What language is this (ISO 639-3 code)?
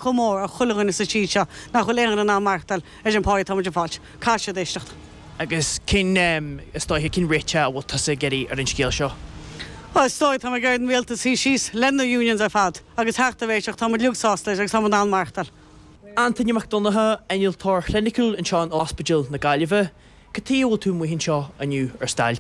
gle